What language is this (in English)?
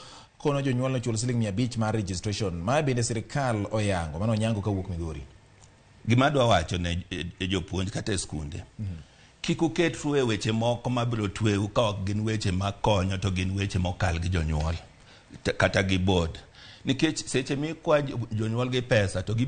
Luo (Kenya and Tanzania)